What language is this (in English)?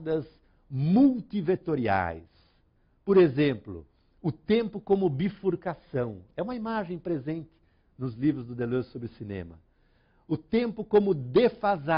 Portuguese